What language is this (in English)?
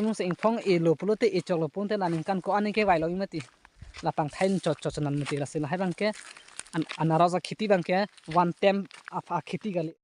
Karbi